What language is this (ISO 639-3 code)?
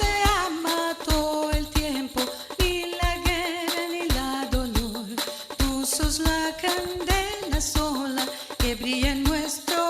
lad